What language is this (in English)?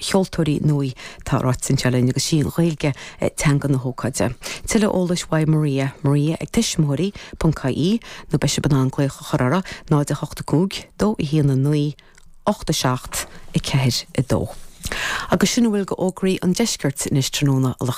Irish